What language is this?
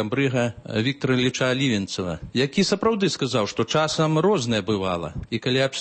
Belarusian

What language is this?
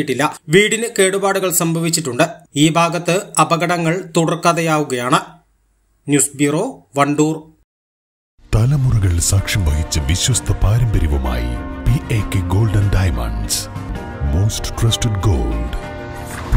Malayalam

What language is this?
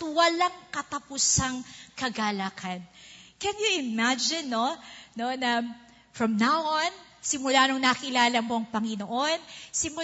Filipino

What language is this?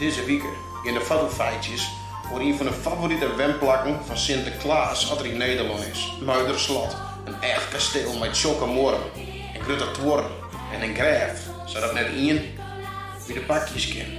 Western Frisian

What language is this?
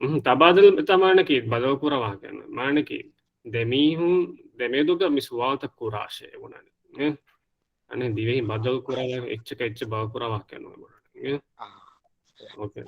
Divehi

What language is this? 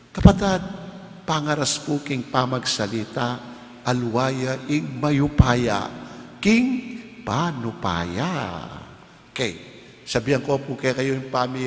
Pampanga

